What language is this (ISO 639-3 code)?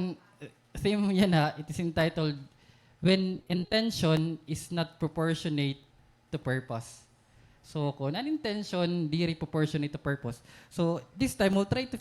war